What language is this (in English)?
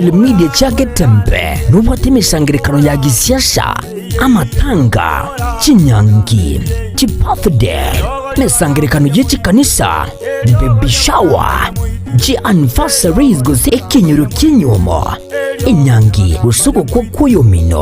Gusii